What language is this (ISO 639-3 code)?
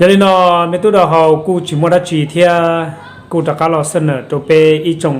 hmn